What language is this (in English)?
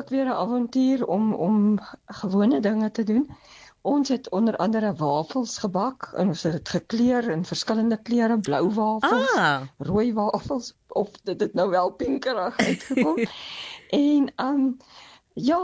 Afrikaans